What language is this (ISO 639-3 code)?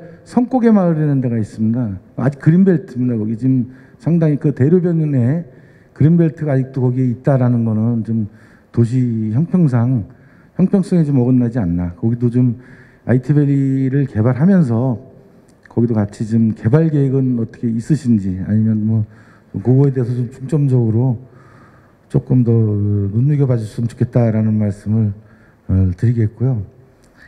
kor